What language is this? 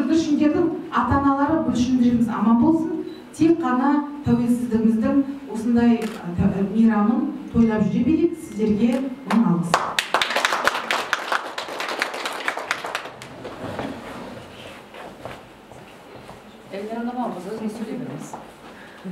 Kazakh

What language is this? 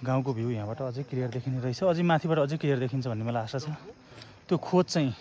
Nepali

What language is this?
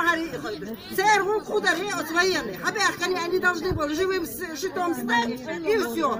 Chechen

